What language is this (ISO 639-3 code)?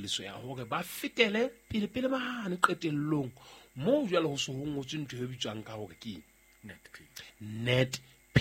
sot